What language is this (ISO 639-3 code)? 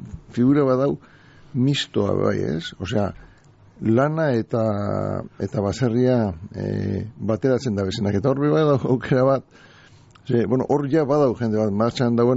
eus